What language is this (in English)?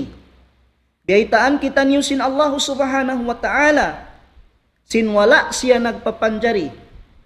Tausug